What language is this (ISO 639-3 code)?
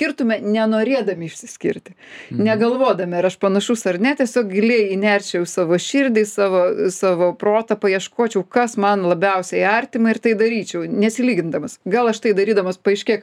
lit